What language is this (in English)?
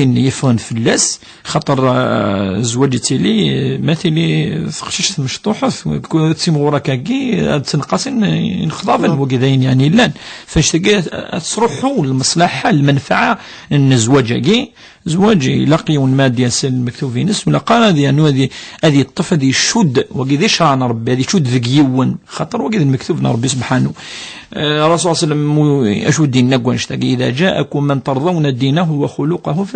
Kabyle